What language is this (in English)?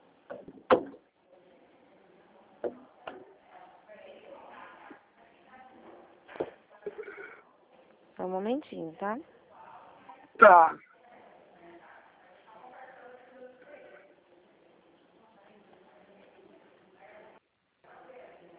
Portuguese